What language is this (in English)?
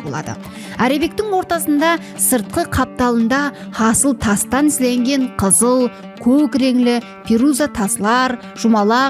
Kara-Kalpak